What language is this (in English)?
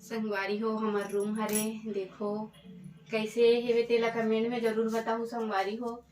Chhattisgarhi